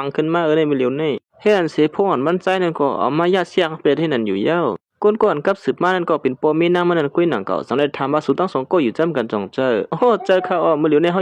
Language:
Shan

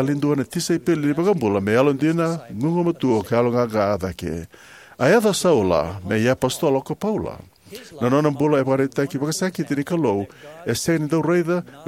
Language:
Fijian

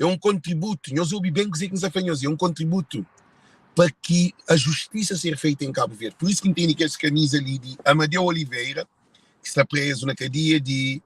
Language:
Kabuverdianu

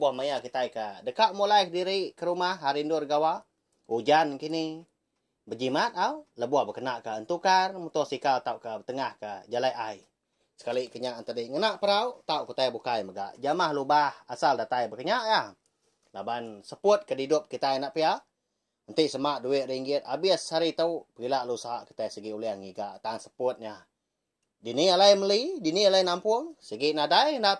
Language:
Iban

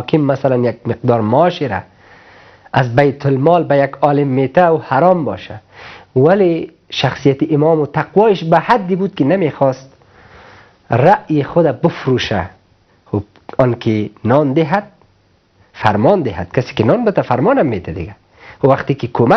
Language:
Persian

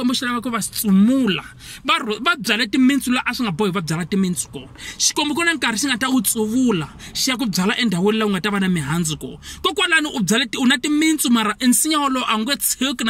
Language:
Tsonga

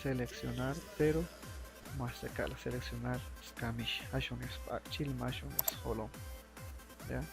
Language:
Chuj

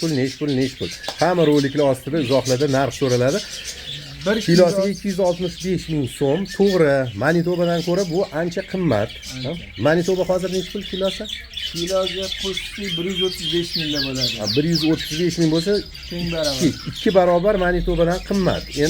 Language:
Uzbek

